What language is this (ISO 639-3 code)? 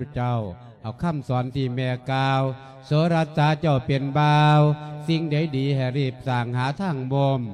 lao